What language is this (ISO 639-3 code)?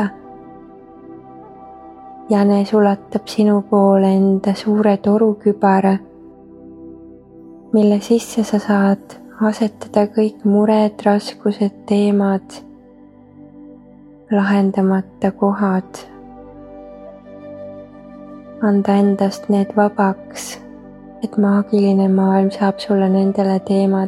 est